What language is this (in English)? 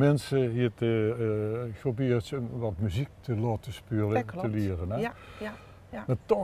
Limburgish